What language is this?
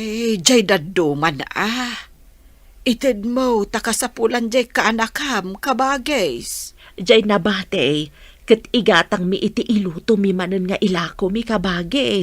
Iloko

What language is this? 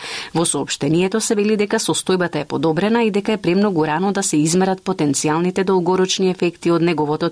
Macedonian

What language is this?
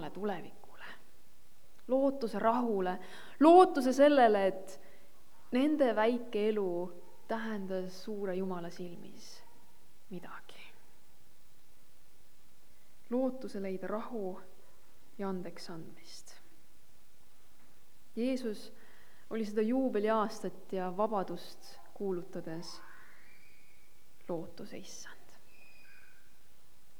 Estonian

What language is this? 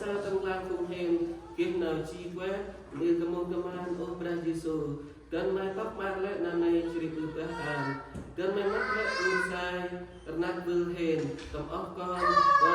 Central Mnong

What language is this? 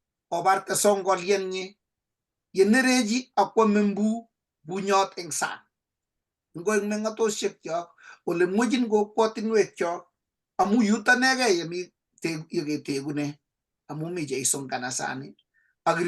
Kalenjin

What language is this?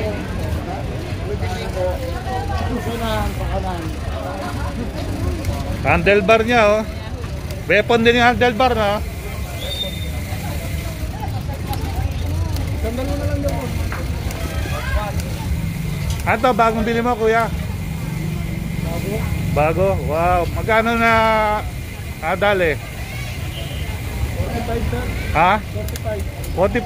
Filipino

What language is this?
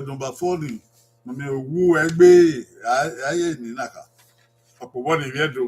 Bini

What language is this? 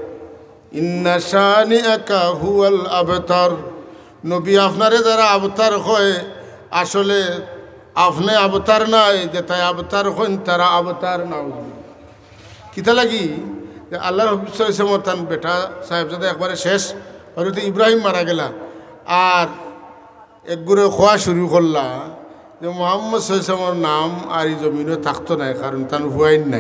Sylheti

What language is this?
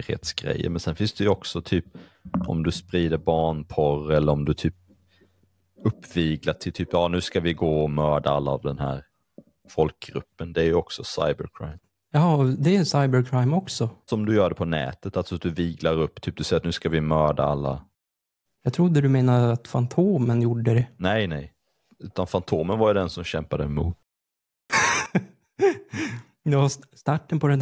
Swedish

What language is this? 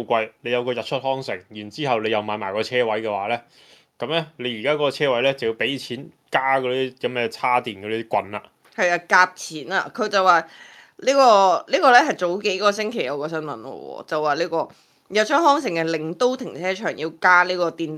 Cantonese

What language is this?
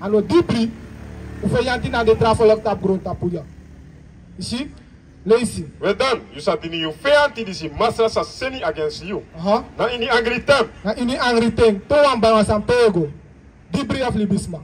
Sranan Tongo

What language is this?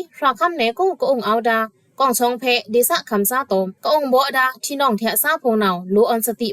Pa'o Karen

